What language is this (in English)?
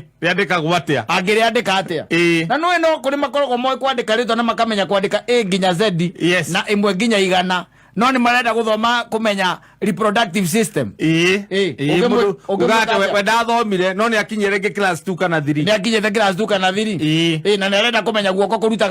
Kikuyu